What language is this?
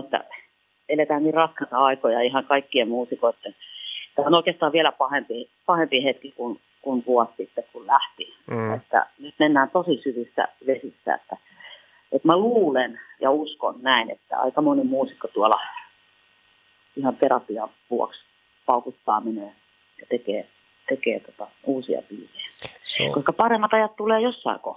Finnish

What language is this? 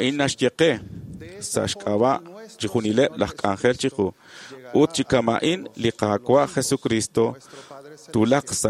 Kekchí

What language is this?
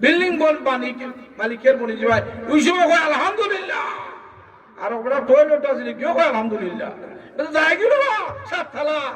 Sylheti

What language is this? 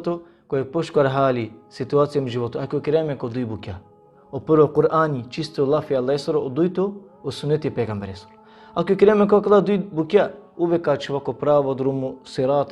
Balkan Romani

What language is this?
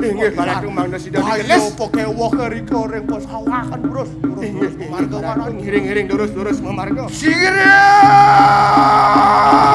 Balinese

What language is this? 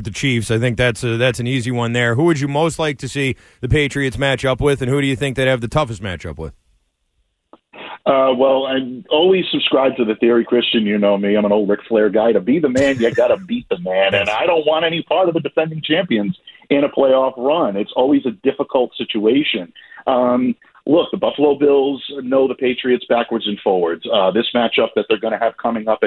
English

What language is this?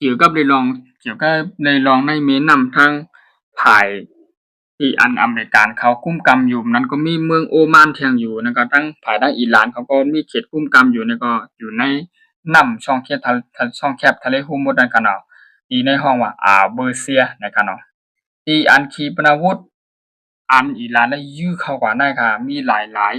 Shan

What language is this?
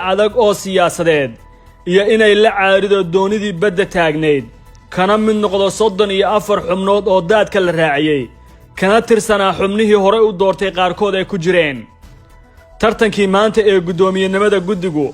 Somali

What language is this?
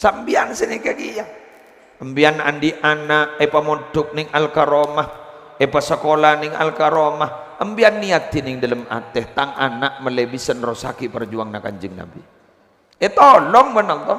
Madurese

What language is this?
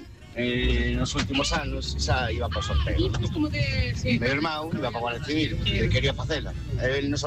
Galician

